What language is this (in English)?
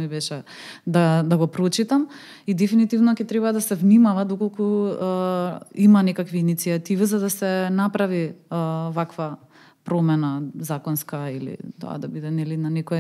Macedonian